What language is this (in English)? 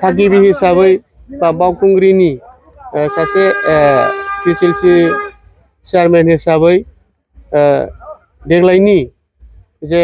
Bodo